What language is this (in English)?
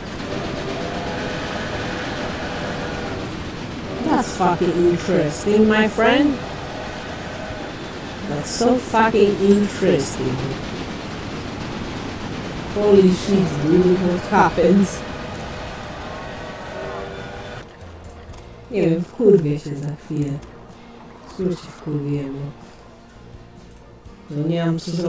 Polish